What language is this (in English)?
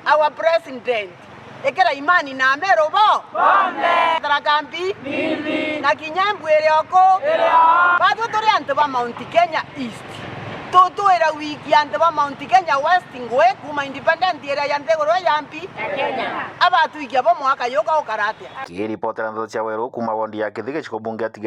Meru